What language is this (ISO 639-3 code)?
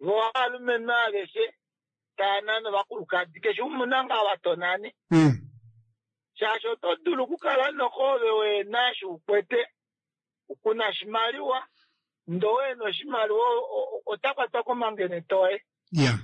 kua